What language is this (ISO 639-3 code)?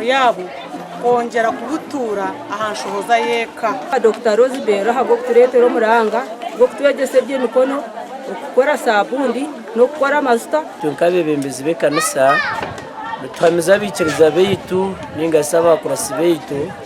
nyn